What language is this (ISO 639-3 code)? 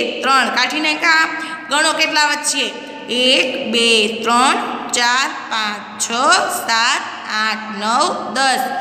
guj